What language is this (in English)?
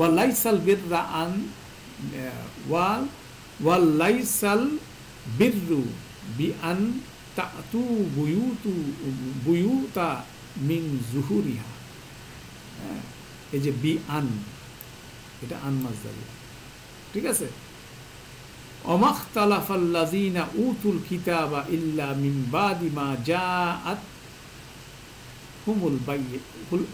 Bangla